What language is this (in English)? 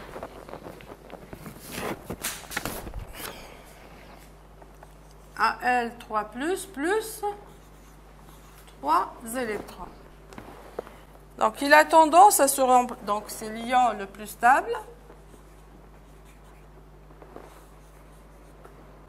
French